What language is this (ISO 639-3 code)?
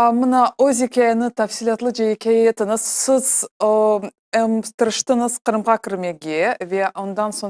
crh